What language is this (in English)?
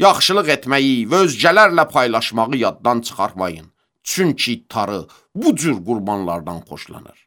Azerbaijani